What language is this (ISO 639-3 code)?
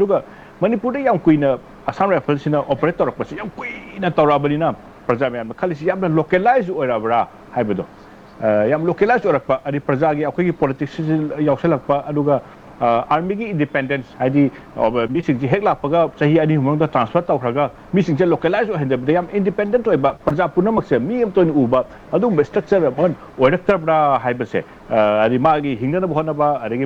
mni